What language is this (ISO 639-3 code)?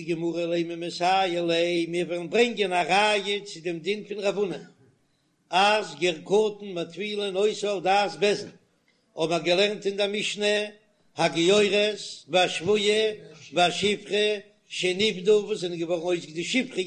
yid